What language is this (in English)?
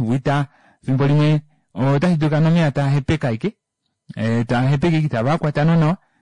Kuanyama